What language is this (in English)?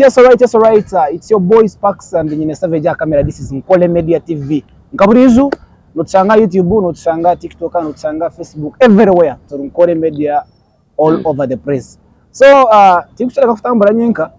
Nyankole